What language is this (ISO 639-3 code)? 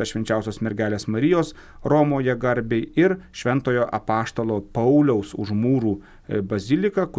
lit